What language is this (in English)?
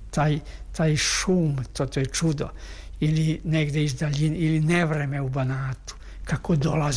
Serbian